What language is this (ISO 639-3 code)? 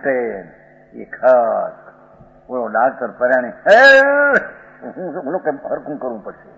guj